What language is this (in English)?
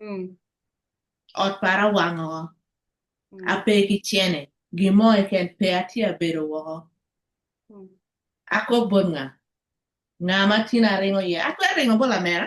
Acoli